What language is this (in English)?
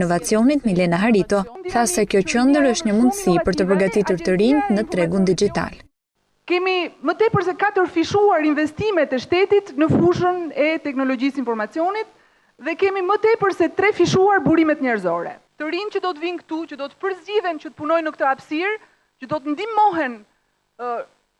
Albanian